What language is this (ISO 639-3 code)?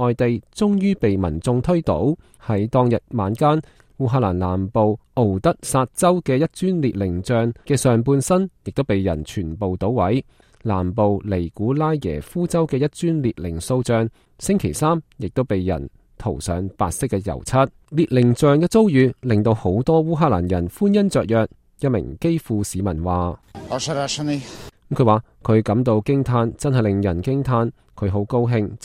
yue